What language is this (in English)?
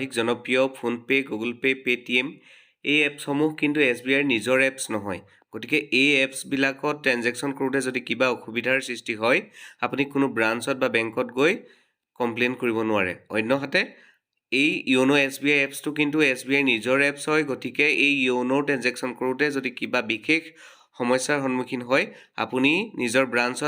Assamese